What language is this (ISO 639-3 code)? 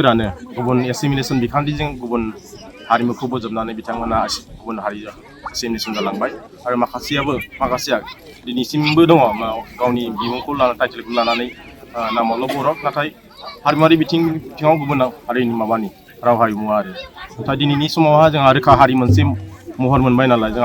brx